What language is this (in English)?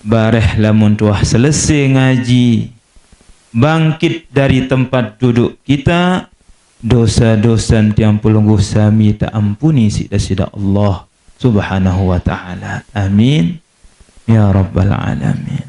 Sasak